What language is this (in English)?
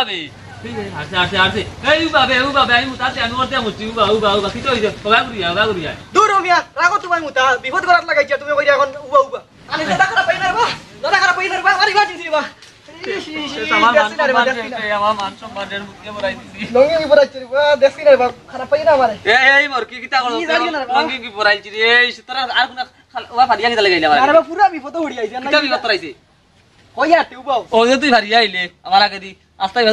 Sylheti